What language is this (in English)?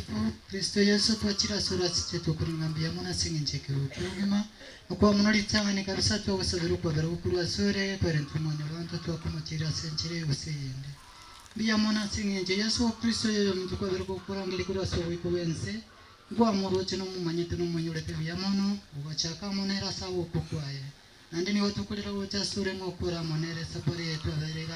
Gusii